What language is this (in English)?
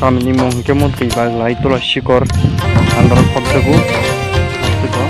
Kok Borok